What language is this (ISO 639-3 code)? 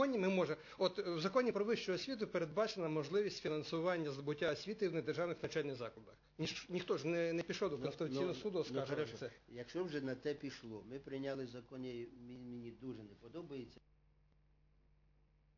ukr